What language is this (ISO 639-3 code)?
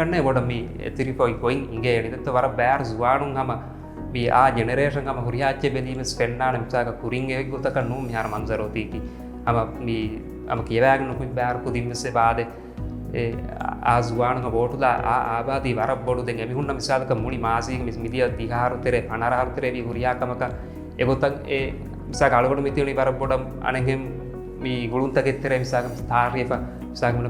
div